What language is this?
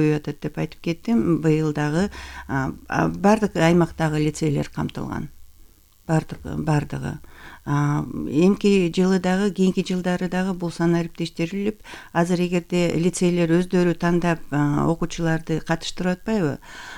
Kyrgyz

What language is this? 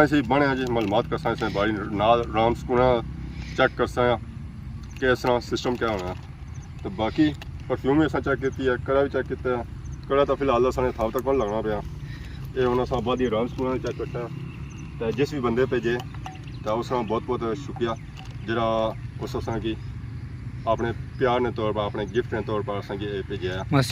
Pahari-Potwari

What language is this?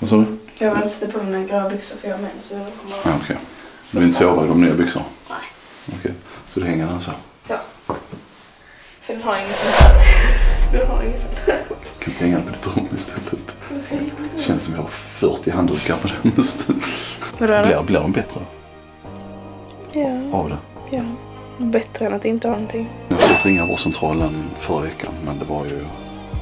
Swedish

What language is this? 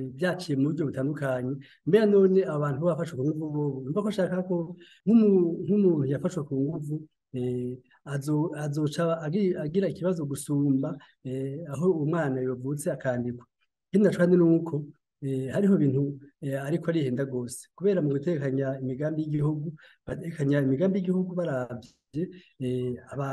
Rundi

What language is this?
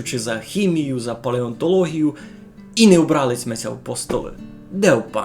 Rusyn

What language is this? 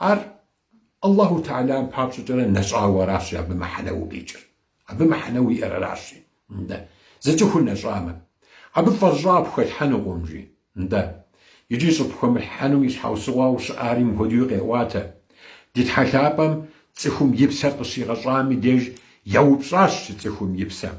Kabardian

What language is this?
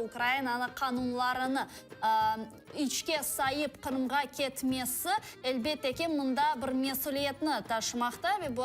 Crimean Tatar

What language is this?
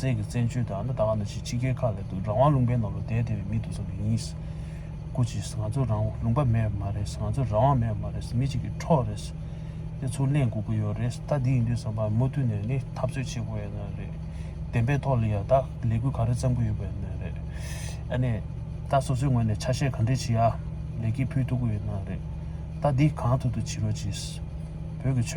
Tibetan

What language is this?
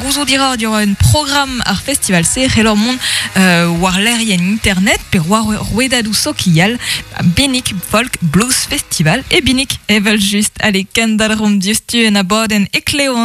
Breton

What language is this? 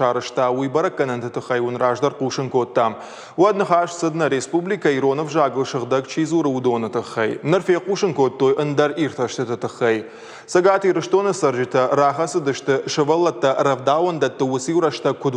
Ossetic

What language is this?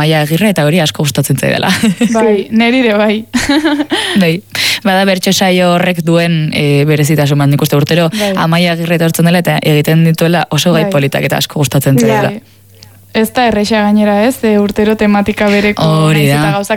Basque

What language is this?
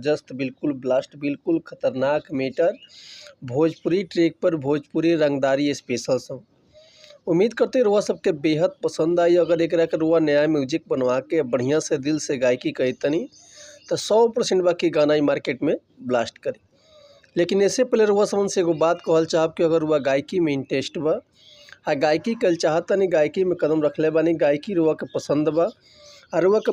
Bhojpuri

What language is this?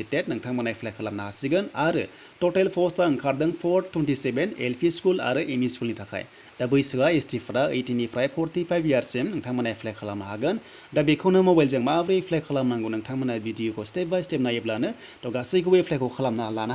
Bodo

